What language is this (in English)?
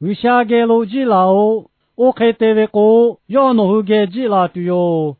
Lahu